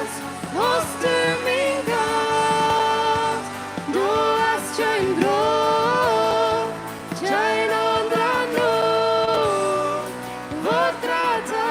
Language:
Plautdietsch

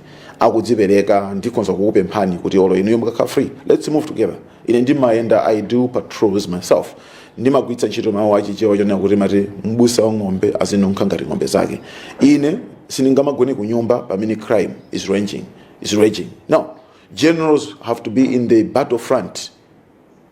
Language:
Nyanja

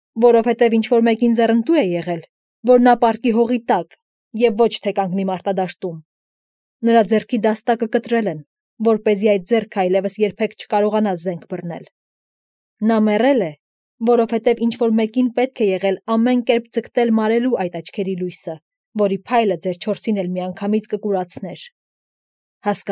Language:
Armenian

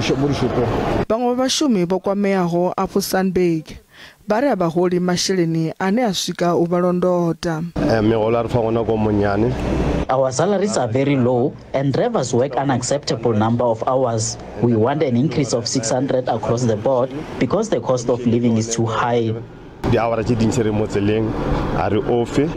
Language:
Venda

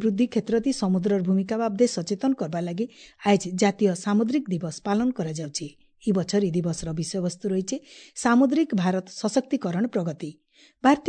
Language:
Odia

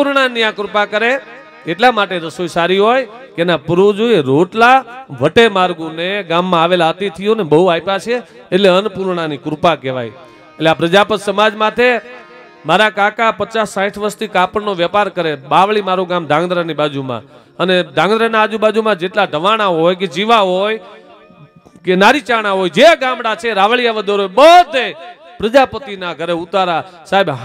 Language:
Gujarati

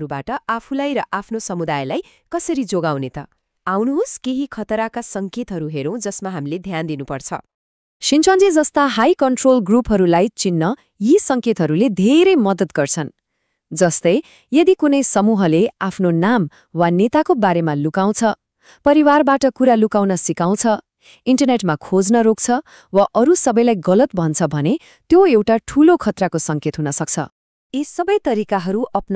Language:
Nepali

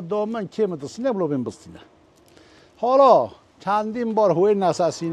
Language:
Kurdish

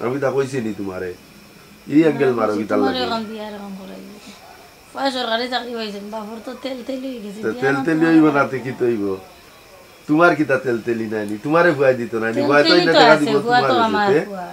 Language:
Sylheti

